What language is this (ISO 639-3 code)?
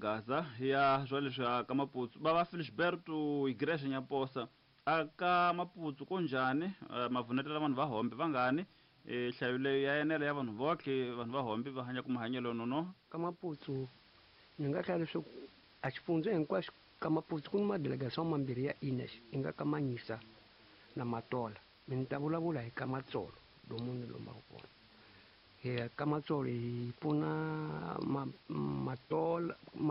tso